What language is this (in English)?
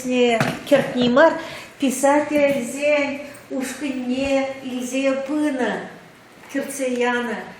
Chuvash